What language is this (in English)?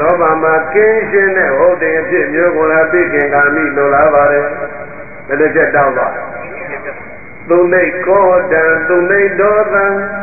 Burmese